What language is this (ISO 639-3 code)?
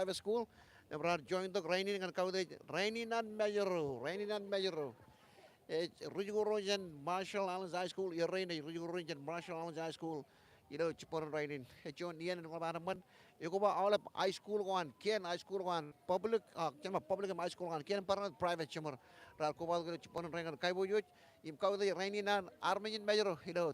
mah